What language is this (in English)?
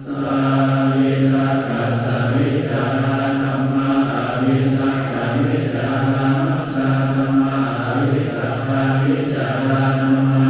Pali